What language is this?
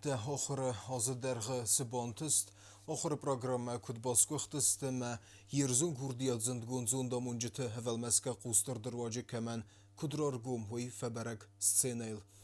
Ossetic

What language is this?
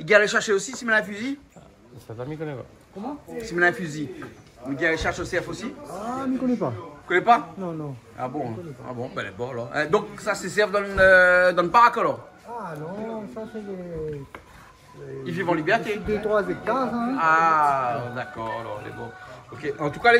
Réunion Creole French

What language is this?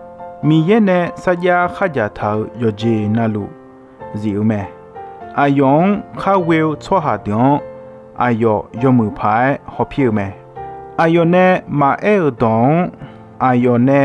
Akha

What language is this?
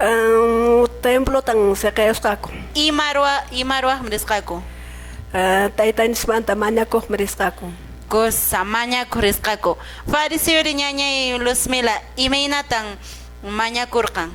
Quechua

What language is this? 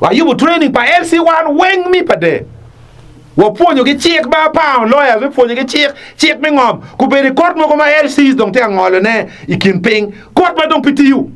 Acoli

